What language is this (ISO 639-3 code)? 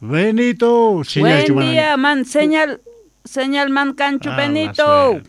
quh